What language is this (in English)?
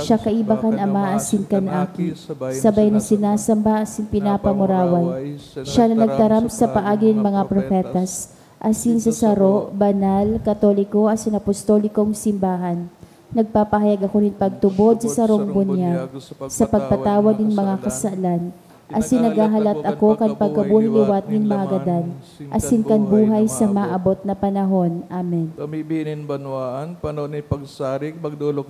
Bikol